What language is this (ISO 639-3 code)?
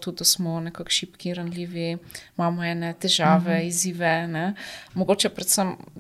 slv